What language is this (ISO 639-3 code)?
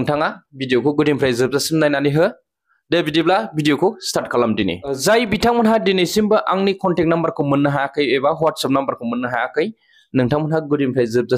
brx